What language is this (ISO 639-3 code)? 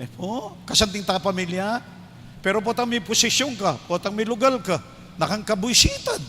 pam